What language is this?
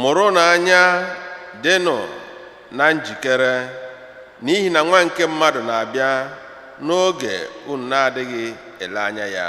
Igbo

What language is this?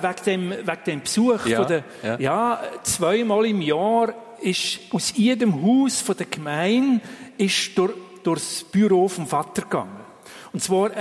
German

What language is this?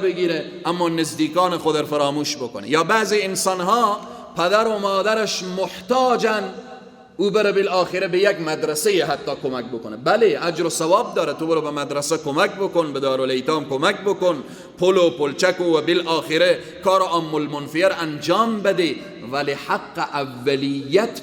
Persian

